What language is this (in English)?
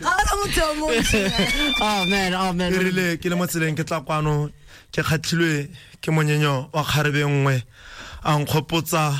Tswana